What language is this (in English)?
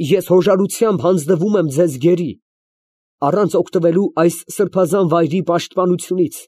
Armenian